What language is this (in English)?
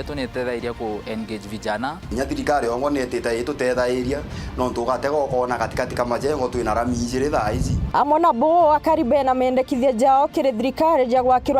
Meru